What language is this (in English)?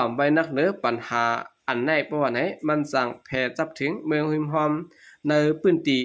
Shan